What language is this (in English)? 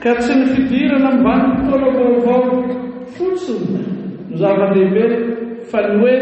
Malagasy